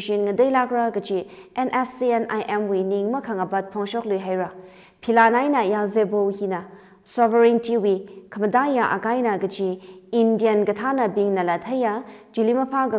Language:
Tangkhul Naga (India)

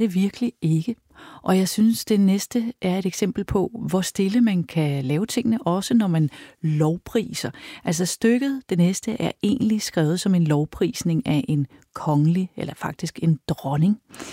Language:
Danish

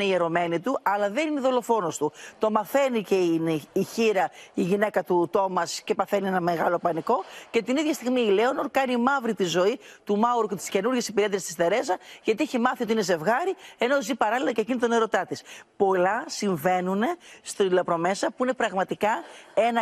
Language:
Greek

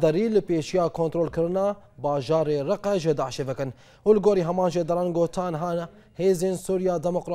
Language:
Kurdish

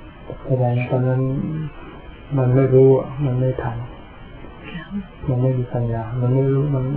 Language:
Thai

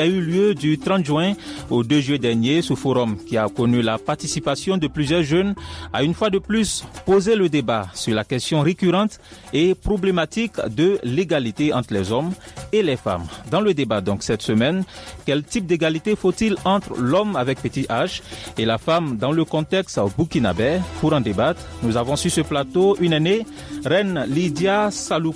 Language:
French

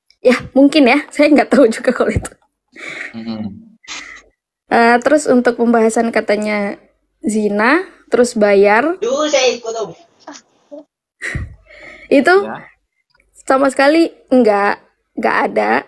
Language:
Indonesian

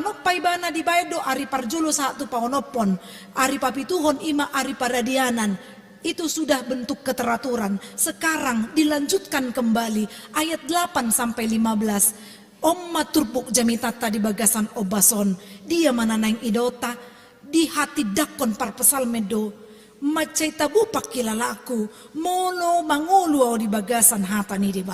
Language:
Batak Toba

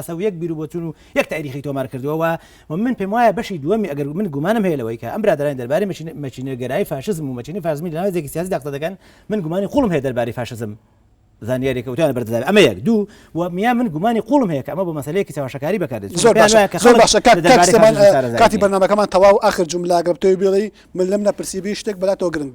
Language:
Central Kurdish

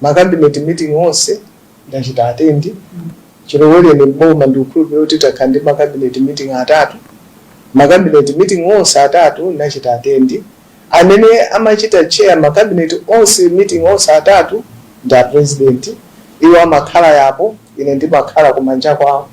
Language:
Nyanja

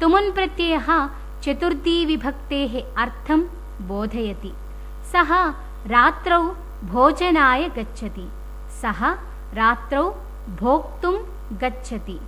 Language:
Sanskrit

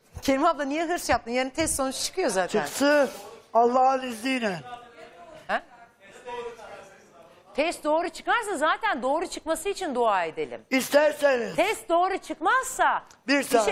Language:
Turkish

